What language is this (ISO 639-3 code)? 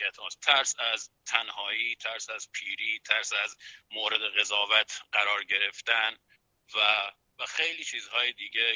fas